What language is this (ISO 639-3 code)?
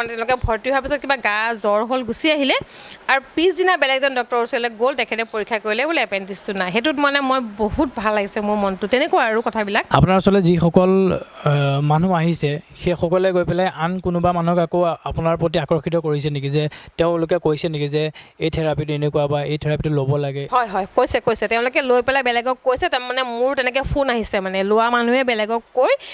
asm